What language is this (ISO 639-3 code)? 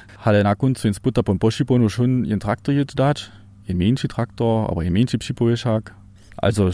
hsb